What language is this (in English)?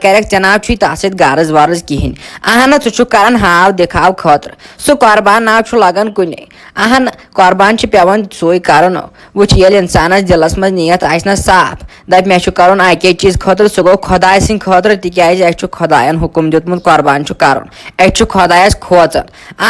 Kashmiri